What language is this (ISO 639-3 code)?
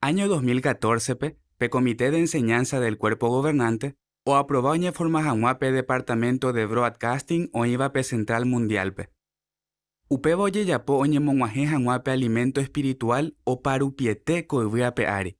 grn